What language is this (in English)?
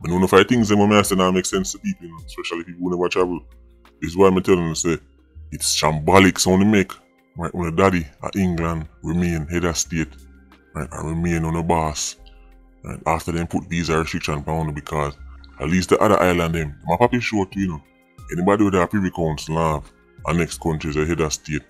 Jamaican Creole English